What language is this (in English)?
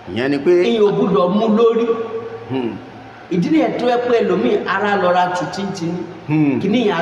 Yoruba